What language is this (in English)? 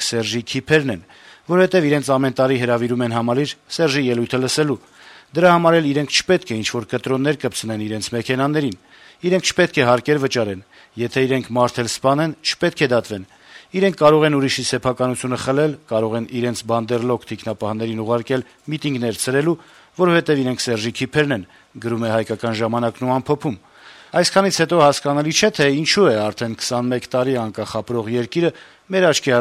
Armenian